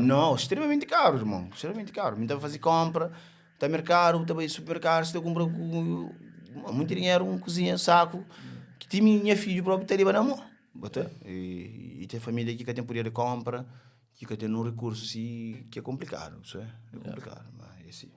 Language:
Kabuverdianu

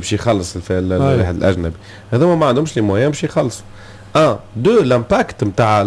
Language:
Tunisian Arabic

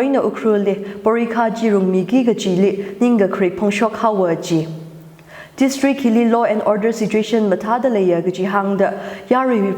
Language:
Tangkhul Naga (India)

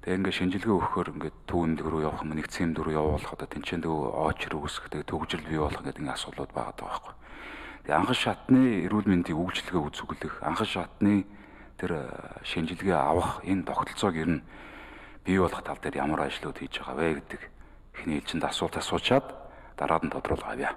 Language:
Mongolian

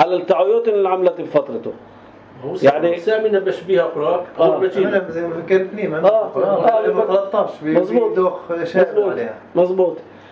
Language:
North Levantine Arabic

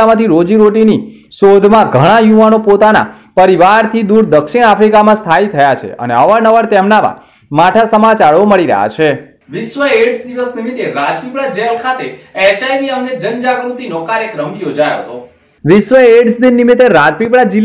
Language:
Gujarati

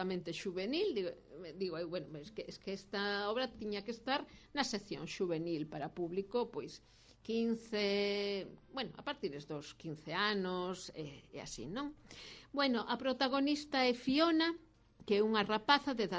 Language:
Galician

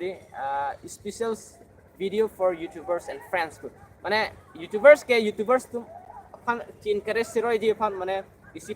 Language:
Karbi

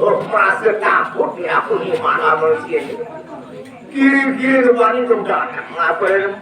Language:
Sasak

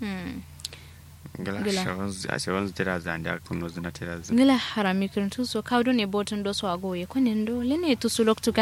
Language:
Kanuri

